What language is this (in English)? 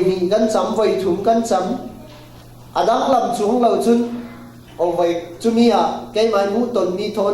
Falam Chin